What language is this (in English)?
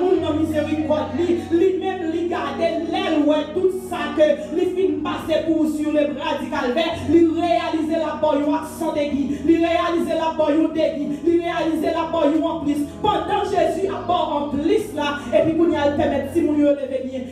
Haitian Creole